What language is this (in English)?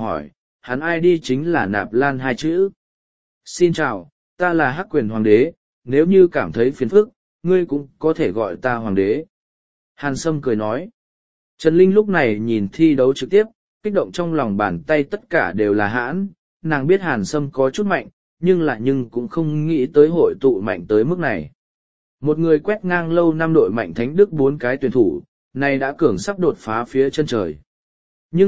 Vietnamese